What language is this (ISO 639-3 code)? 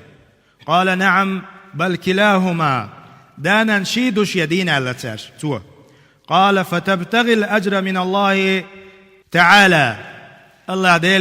che